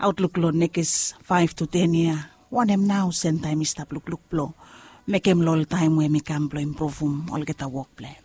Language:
Bislama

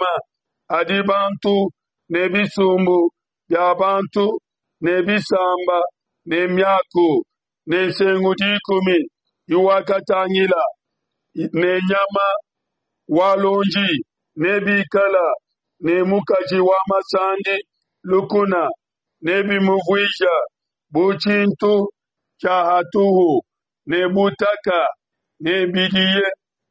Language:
Luba-Lulua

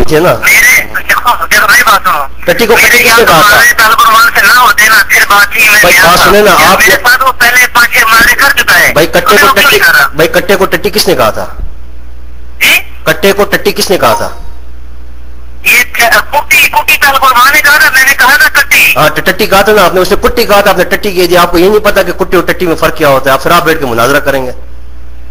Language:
Urdu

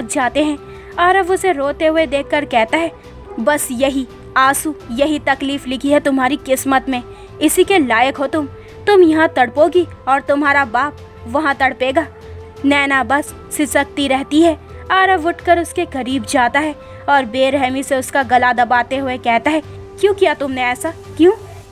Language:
Hindi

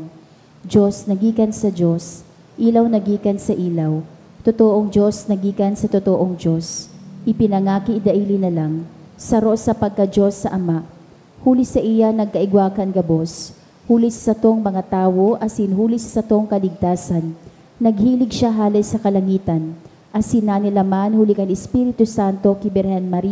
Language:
Bikol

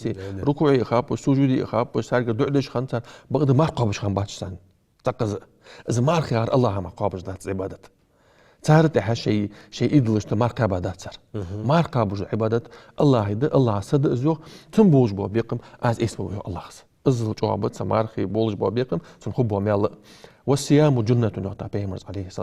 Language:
Ingush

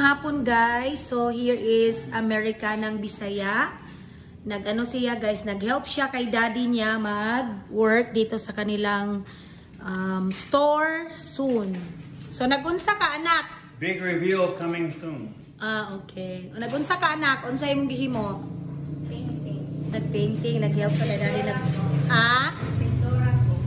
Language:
Cebuano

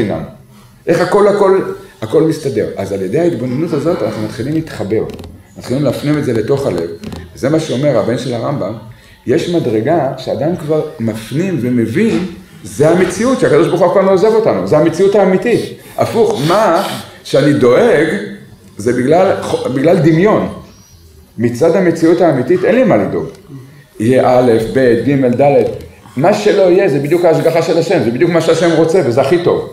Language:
Hebrew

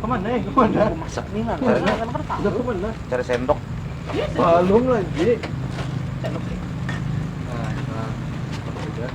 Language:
Banjar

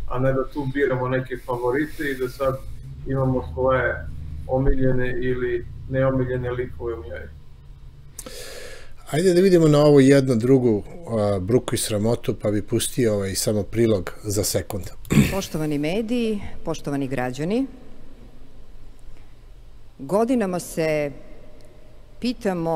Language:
Serbian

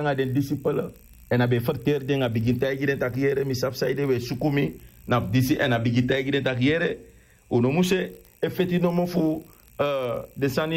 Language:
Sranan Tongo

